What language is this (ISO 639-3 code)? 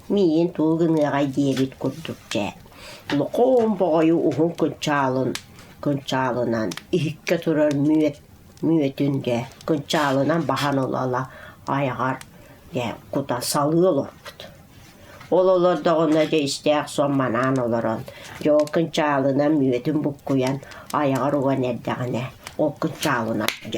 sah